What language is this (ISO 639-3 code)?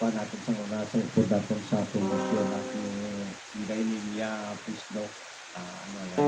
hil